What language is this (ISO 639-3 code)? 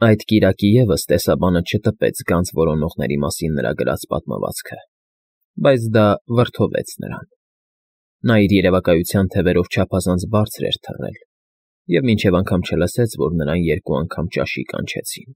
hye